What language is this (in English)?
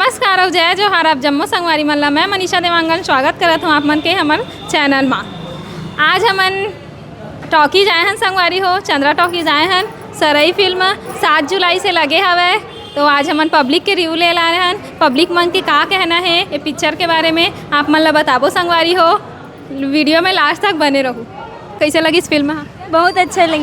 Chhattisgarhi